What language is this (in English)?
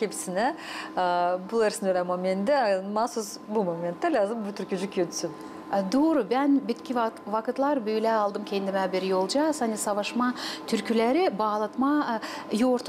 Gagauz